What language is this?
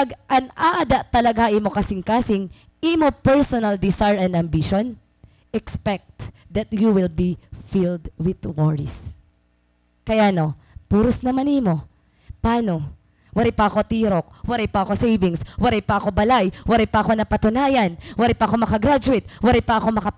Waray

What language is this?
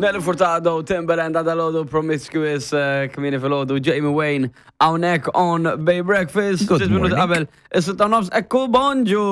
Maltese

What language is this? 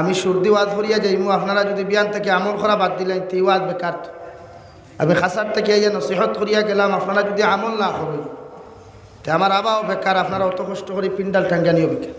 Sylheti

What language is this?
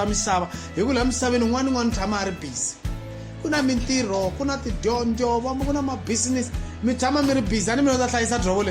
Tsonga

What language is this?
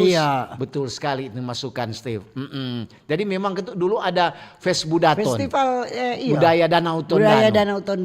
Manado Malay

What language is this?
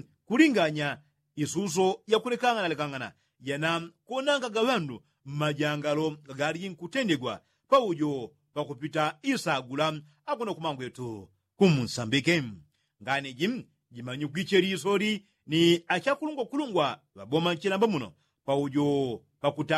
Yao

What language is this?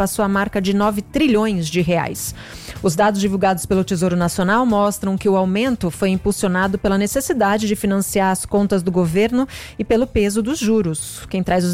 Portuguese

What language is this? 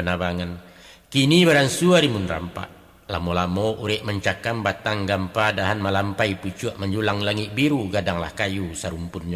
Minangkabau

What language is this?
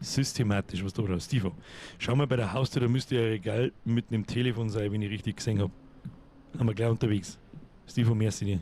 Bavarian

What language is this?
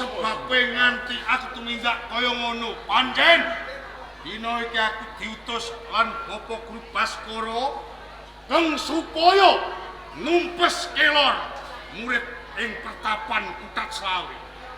Javanese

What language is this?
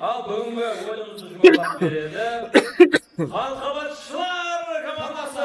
Kara-Kalpak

